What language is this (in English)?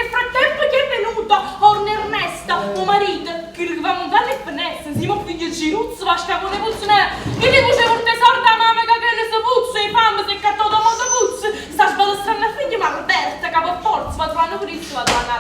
Neapolitan